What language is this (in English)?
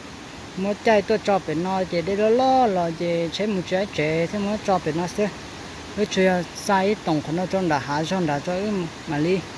Hmong